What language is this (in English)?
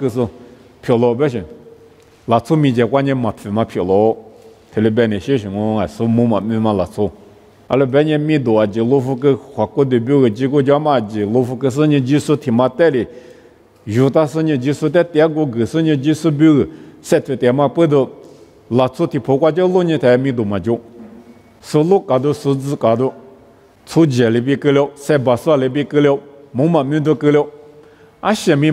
Lisu